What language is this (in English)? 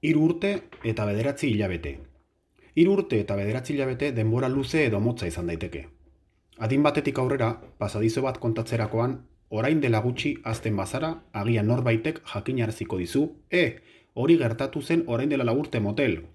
Basque